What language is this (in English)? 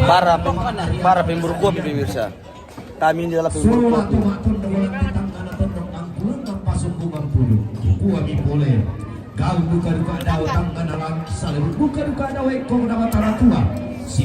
Toraja-Sa'dan